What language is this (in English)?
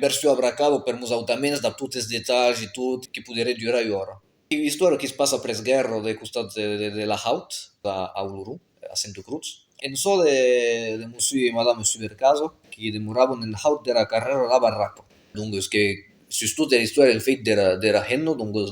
Occitan